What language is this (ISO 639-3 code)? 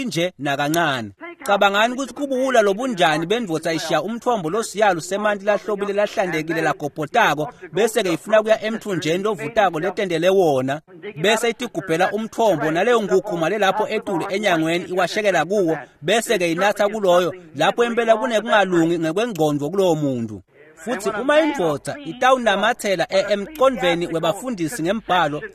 ssw